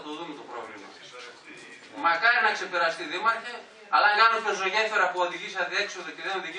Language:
Greek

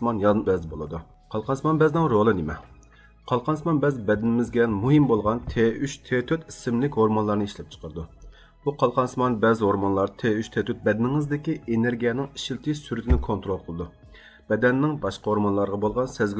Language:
Uyghur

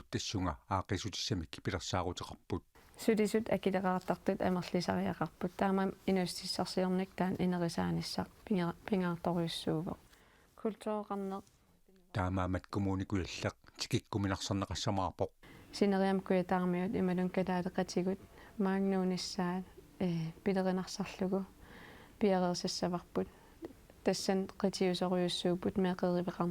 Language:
Kalaallisut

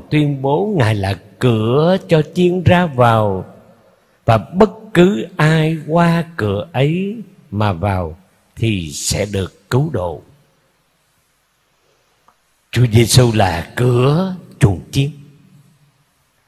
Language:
Vietnamese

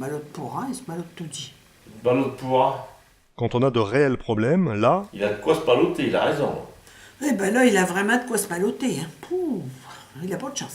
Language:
Picard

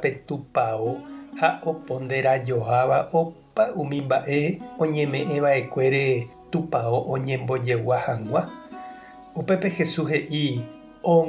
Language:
Guarani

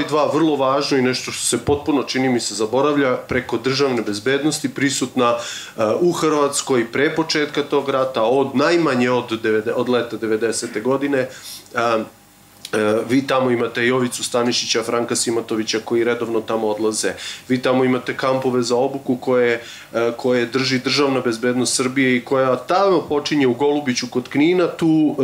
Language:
Serbian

